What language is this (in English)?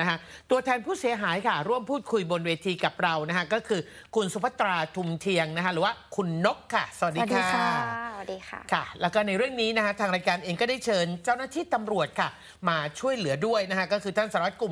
Thai